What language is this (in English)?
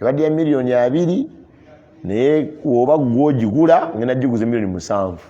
Ganda